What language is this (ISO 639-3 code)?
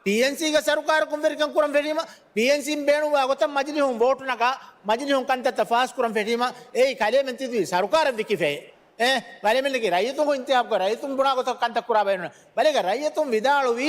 div